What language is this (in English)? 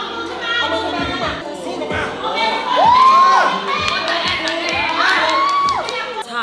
Thai